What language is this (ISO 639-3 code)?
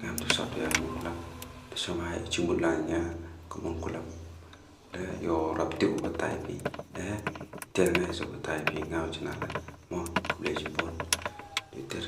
kha